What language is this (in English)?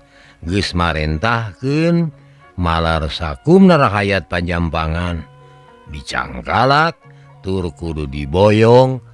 Sundanese